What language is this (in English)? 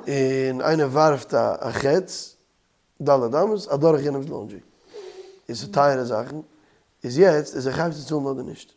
Yiddish